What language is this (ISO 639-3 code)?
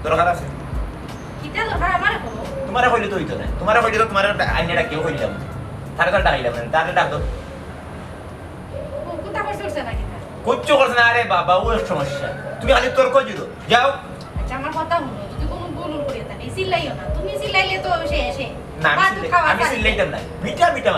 syl